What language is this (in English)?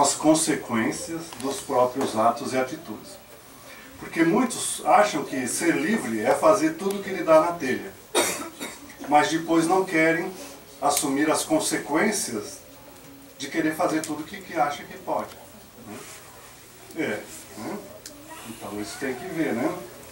Portuguese